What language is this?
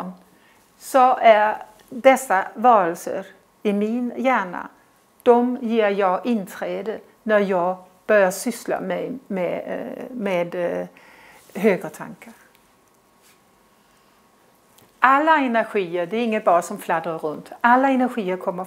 Swedish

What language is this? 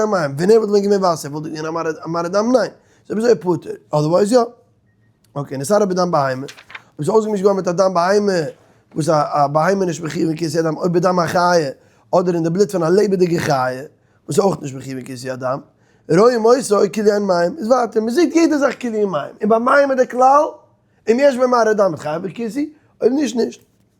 Yiddish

